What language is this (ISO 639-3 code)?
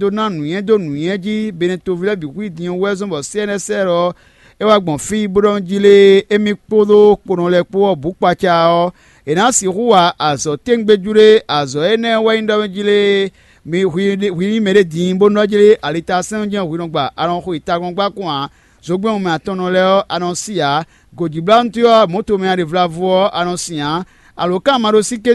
fon